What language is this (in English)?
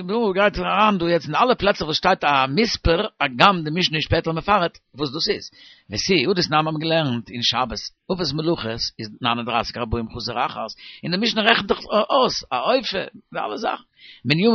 Yiddish